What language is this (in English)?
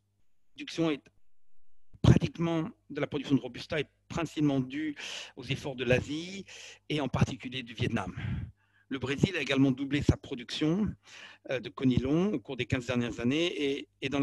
French